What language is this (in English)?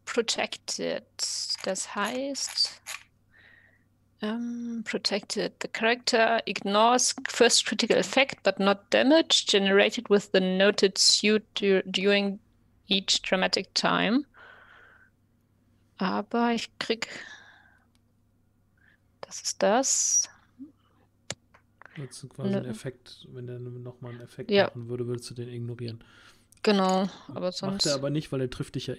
German